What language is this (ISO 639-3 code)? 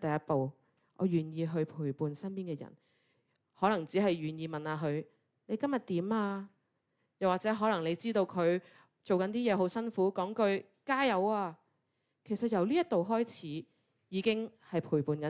yue